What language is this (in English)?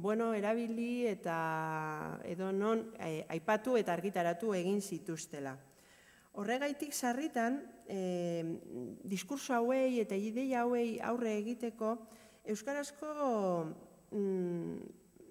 Basque